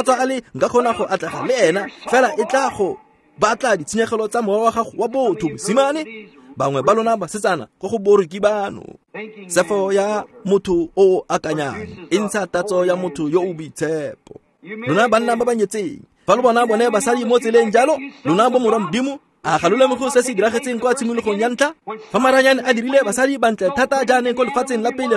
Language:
Tswana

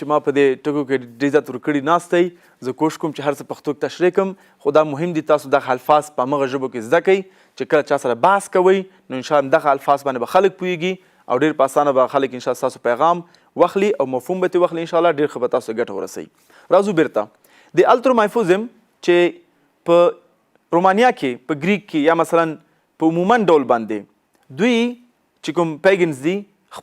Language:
Pashto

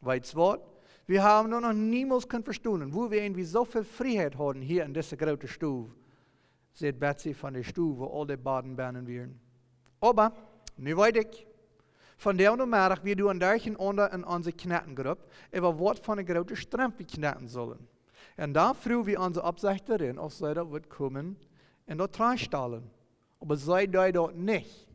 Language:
Plautdietsch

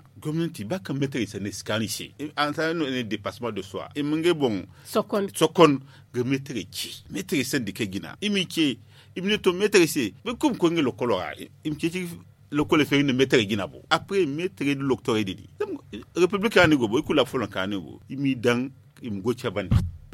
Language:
Zarma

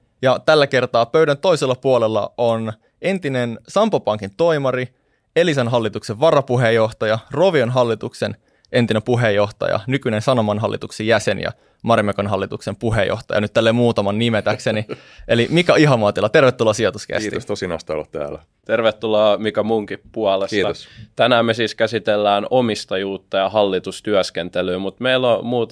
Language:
Finnish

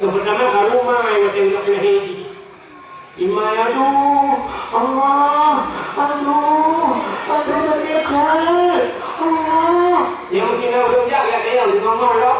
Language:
Achinese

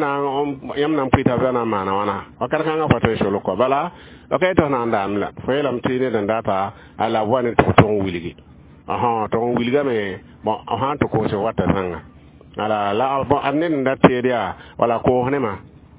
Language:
Mossi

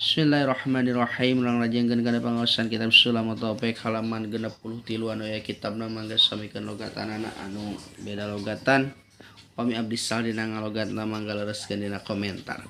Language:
Sundanese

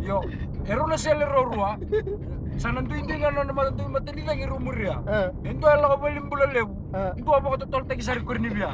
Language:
Fijian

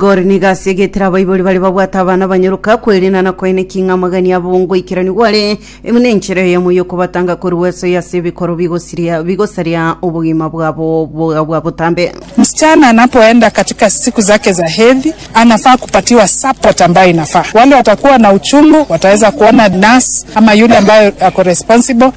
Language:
Gusii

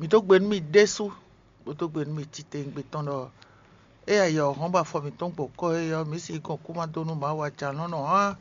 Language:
Fon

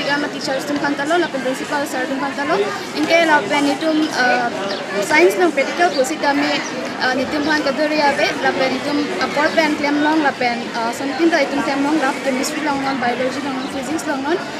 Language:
Karbi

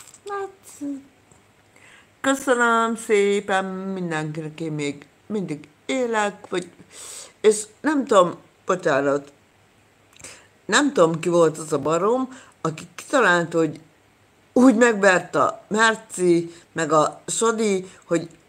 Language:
Hungarian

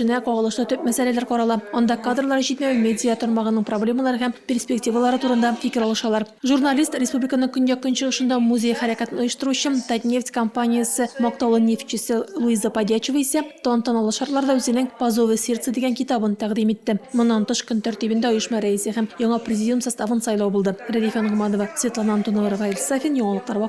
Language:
Tatar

